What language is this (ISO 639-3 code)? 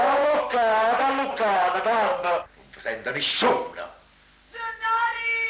nap